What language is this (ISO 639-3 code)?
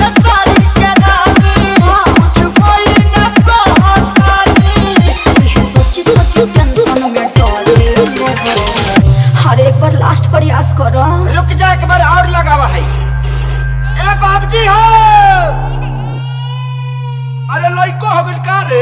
bho